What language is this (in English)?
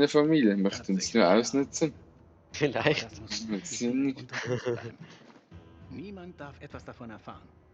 Swiss German